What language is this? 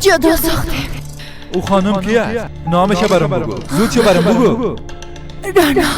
Persian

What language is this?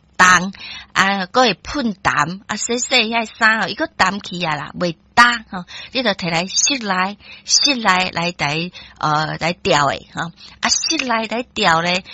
Min Nan Chinese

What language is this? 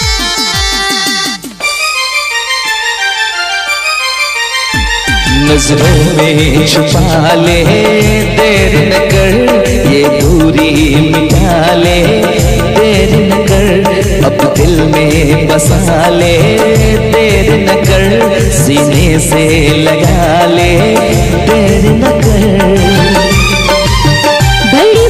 Hindi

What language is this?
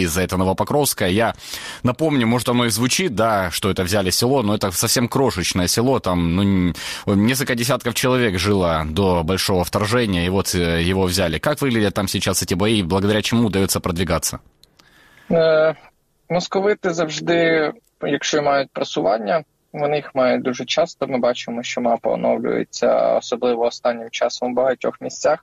Russian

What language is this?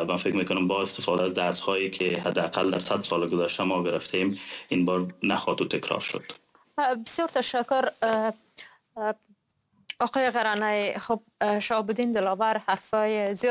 Persian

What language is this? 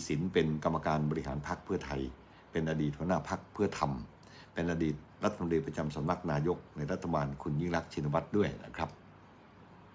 Thai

